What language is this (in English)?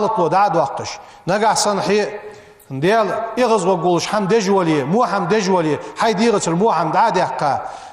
Ingush